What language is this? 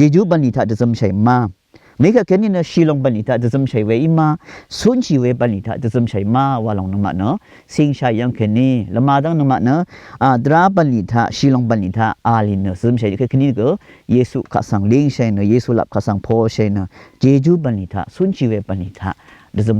Rawang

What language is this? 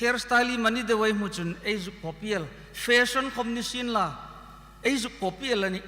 Hmar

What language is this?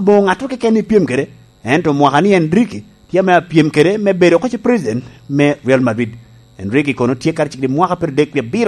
Lango (Uganda)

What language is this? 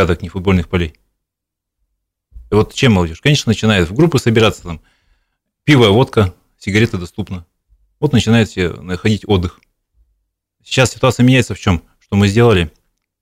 Russian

